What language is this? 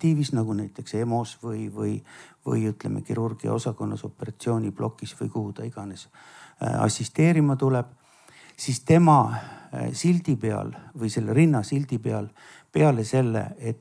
Estonian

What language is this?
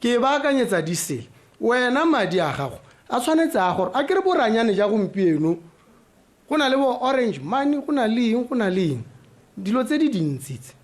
Tswana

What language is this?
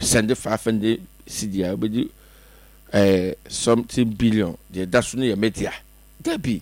Akan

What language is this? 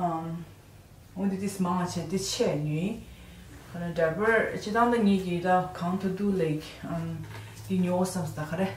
Tibetan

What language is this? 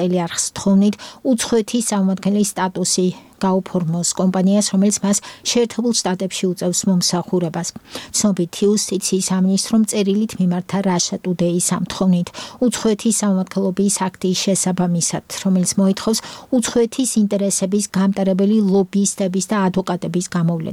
Georgian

